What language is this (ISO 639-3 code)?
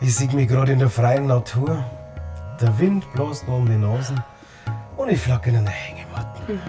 bar